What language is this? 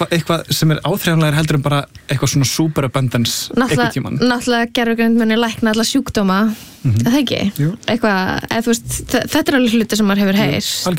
Icelandic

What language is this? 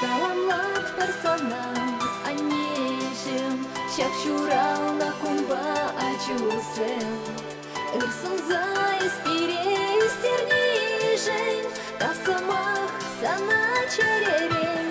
Chuvash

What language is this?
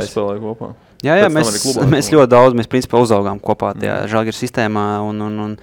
Latvian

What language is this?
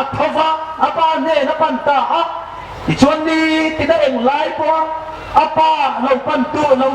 Hmar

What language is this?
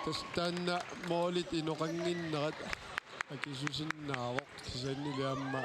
Kalaallisut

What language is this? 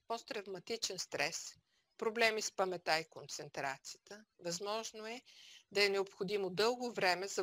Bulgarian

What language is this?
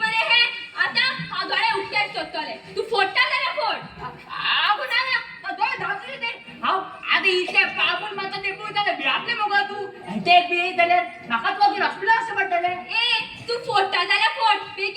Konkani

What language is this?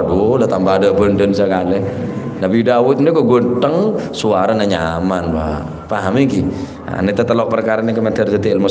Madurese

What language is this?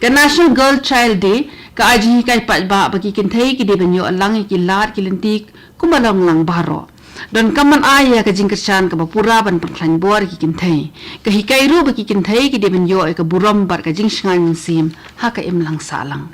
Khasi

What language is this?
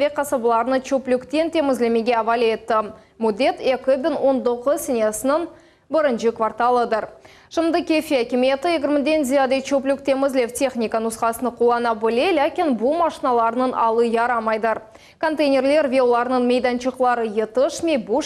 Crimean Tatar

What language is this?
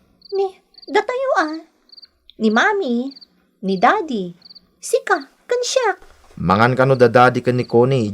Iloko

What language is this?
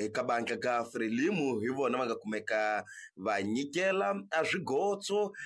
Tsonga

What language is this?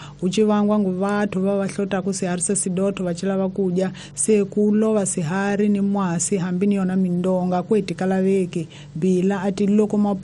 Tsonga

